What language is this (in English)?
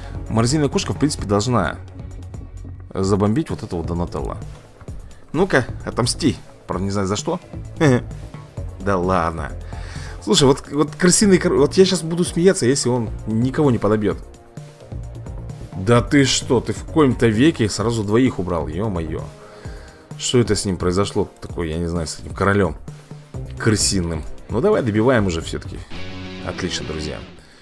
Russian